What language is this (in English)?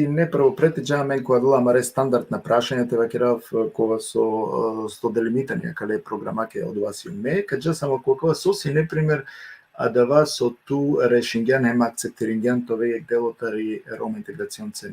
Balkan Romani